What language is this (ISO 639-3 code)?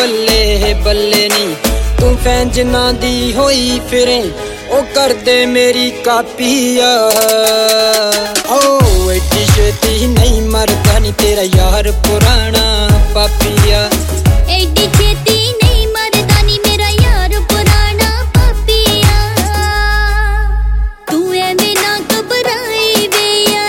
pan